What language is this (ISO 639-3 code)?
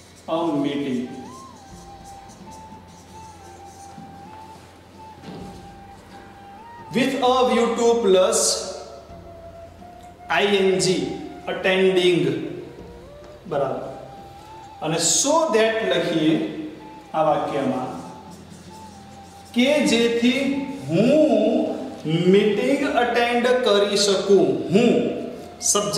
guj